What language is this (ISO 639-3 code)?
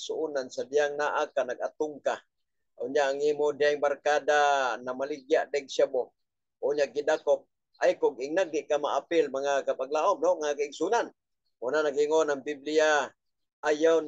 ceb